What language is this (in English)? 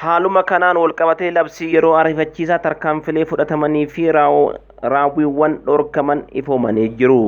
Oromo